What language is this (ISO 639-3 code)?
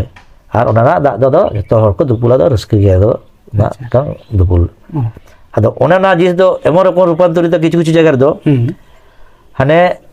sat